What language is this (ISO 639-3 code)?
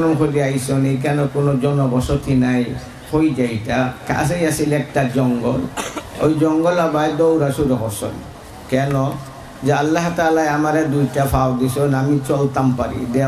syl